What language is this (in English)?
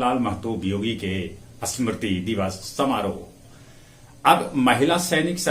Magahi